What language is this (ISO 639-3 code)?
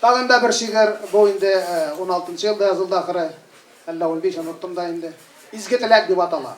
tat